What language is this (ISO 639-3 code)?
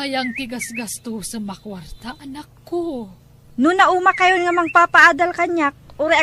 ilo